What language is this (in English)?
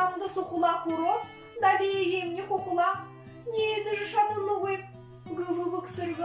Buriat